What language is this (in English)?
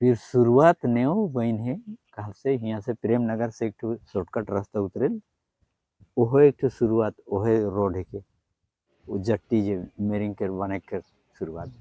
Sadri